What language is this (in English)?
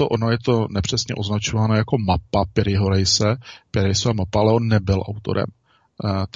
Czech